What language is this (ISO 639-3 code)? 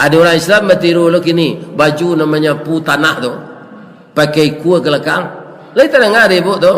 min